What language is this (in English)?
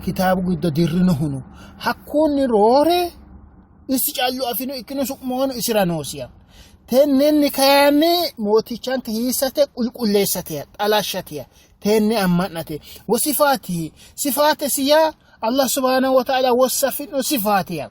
Sidamo